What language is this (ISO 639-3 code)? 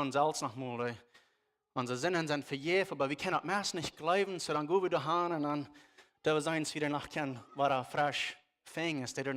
pdt